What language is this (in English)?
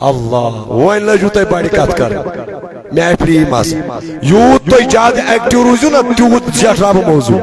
Kashmiri